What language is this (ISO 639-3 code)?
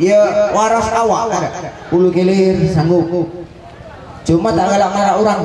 mui